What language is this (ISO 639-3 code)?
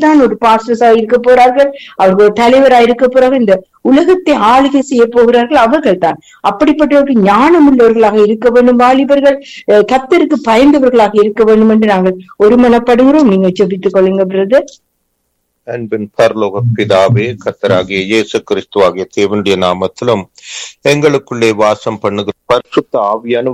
tam